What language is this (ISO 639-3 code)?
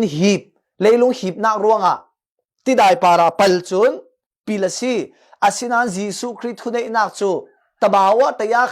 cfm